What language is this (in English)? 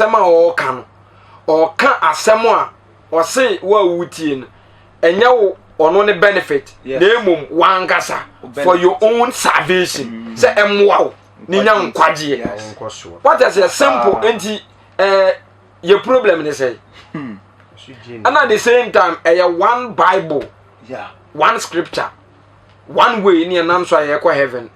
Akan